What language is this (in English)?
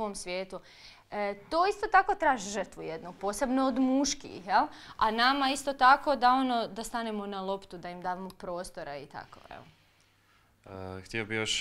Croatian